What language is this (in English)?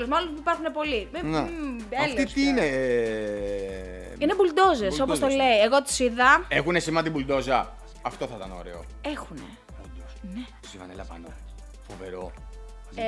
Greek